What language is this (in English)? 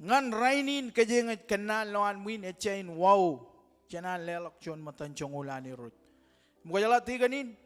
Marshallese